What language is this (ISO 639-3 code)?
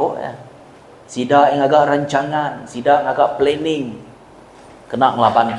iba